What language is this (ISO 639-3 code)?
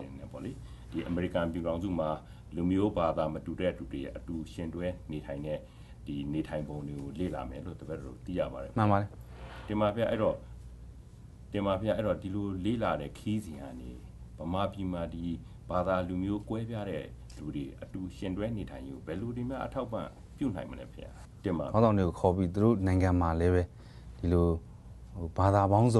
mya